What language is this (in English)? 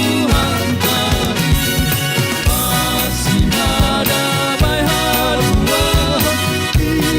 Batak Simalungun